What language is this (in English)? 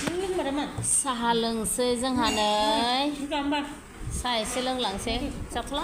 Bodo